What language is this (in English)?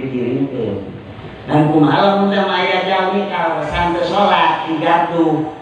Sundanese